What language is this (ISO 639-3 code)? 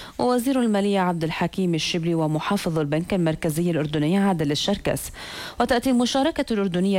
ara